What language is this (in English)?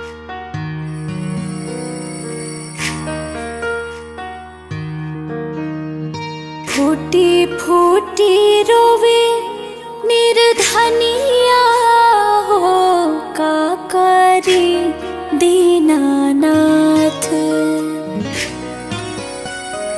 Bhojpuri